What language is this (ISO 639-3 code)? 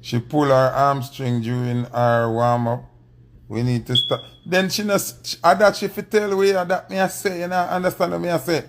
jam